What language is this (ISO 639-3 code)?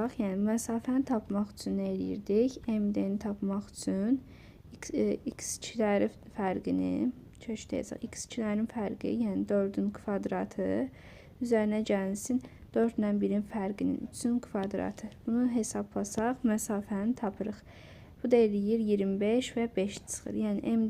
aze